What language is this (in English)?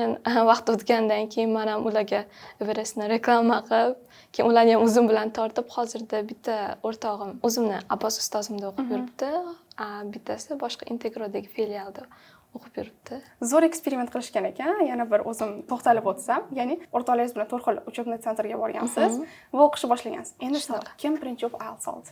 Uzbek